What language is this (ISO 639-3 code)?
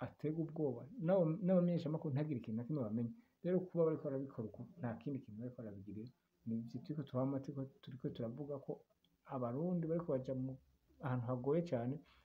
run